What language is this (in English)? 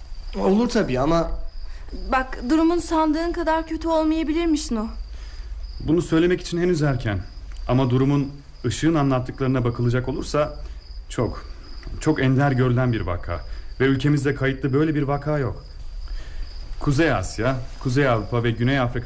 Turkish